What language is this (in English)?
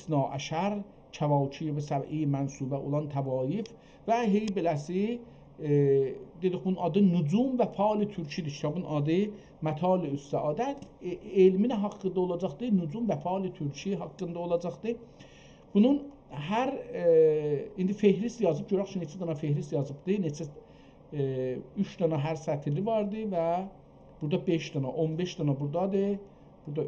South Azerbaijani